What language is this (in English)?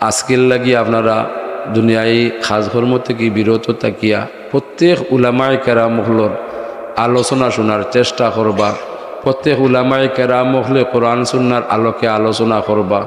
Sylheti